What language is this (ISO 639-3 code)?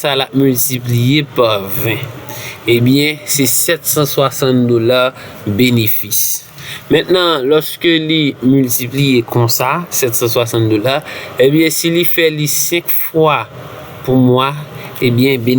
hat